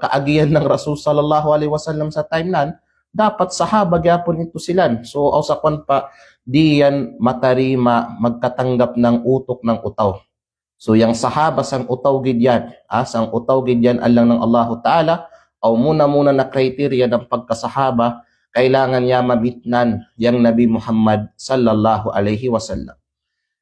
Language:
Kalagan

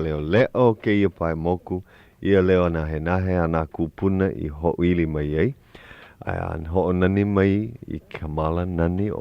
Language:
Hawaiian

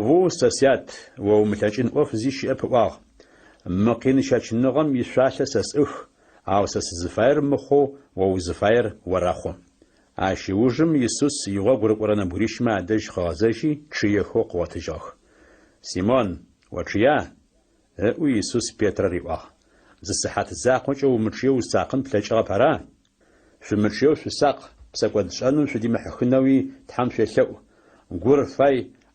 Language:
Adyghe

